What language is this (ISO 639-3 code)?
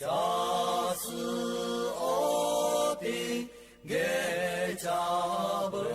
lhu